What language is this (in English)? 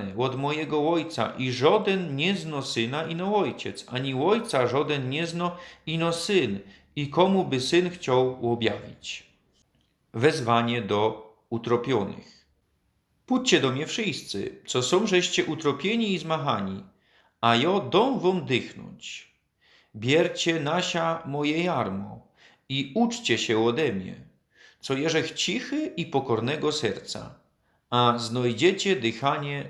Silesian